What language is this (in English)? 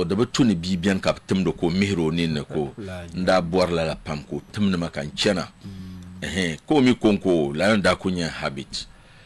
Dagbani